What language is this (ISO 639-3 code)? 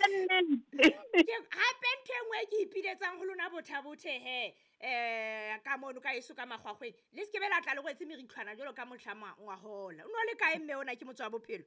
sot